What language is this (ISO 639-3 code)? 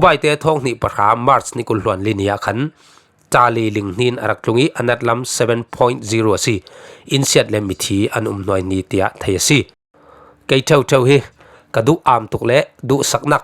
cfm